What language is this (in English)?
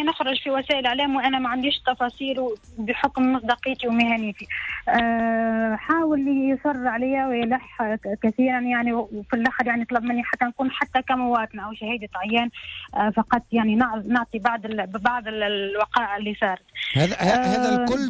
Tunisian Arabic